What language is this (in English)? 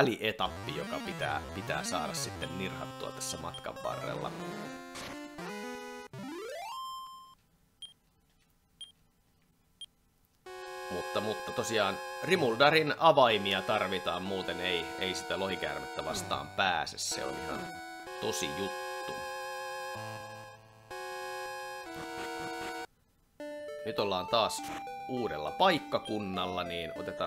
Finnish